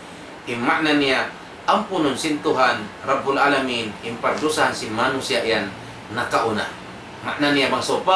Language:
Tausug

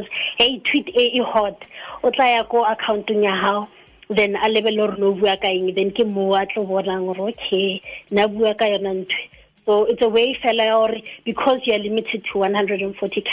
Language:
Tswana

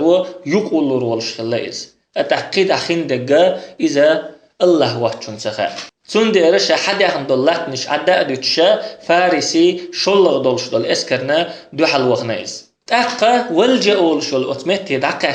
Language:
Chechen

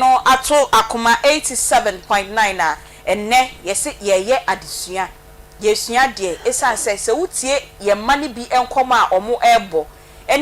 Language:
Akan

